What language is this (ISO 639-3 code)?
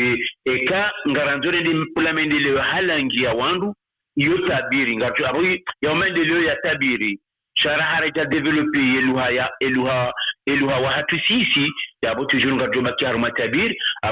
zdj